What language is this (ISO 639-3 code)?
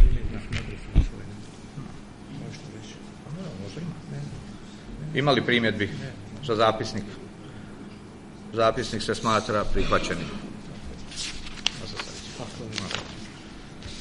hrv